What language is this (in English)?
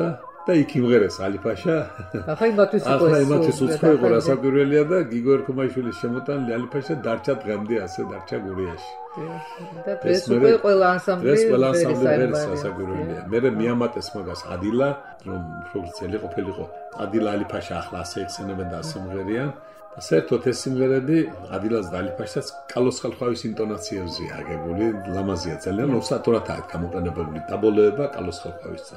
Georgian